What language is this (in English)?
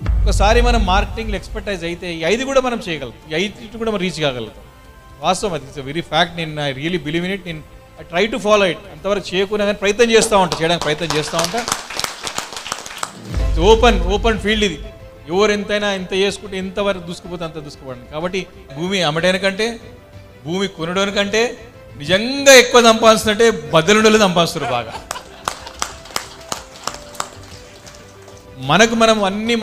Telugu